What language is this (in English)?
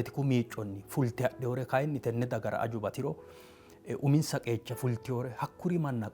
Sidamo